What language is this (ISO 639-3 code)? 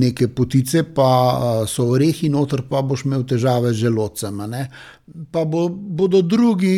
slv